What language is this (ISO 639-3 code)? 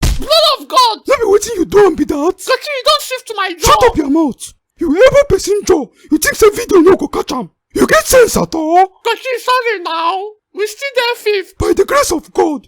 pcm